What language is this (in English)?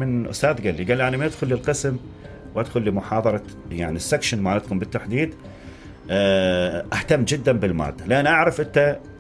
Mesopotamian Arabic